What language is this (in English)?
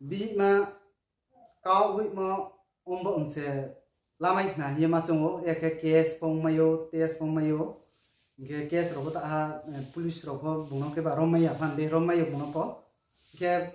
Riang (India)